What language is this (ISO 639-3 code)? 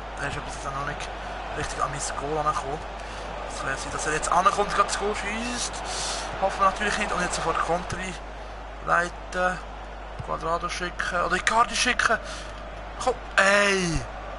gsw